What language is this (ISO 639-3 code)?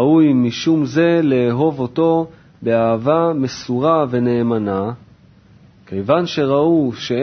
heb